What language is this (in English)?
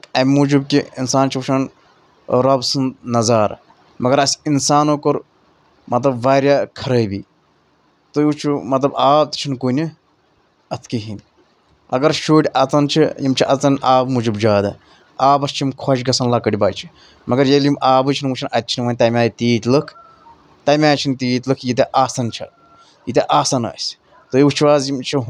Kashmiri